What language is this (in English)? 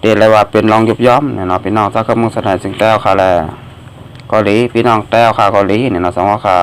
Shan